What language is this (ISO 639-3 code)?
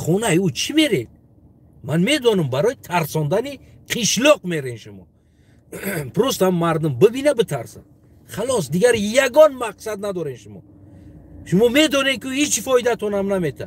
tgk